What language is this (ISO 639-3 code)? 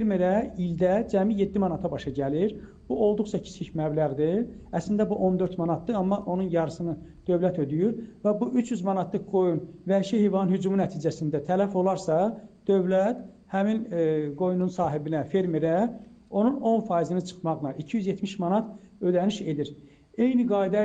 aze